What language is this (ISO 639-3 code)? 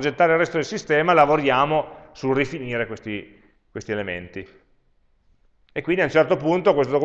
ita